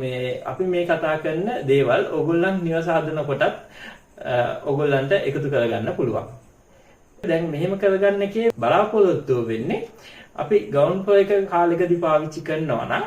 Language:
Sinhala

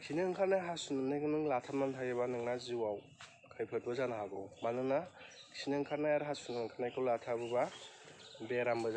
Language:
Bodo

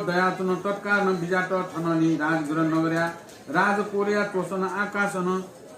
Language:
Newari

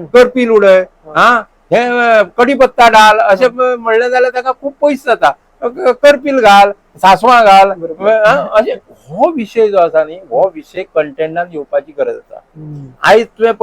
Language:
Konkani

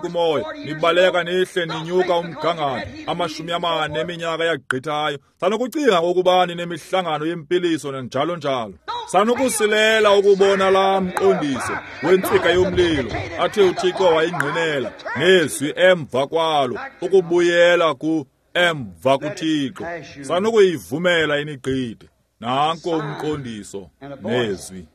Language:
Xhosa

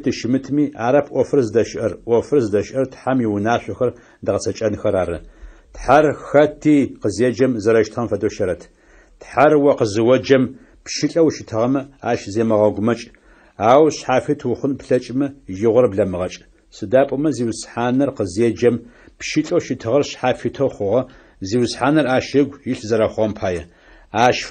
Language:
Adyghe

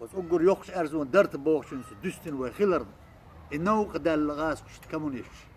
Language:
Chechen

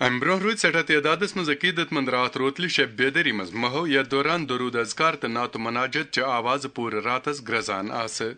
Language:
Kashmiri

